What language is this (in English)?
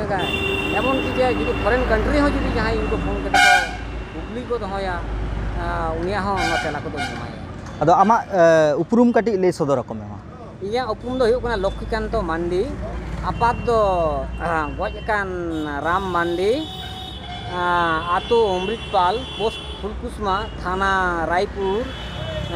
Santali